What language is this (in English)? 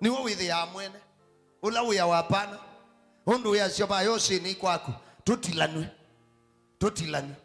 Kamba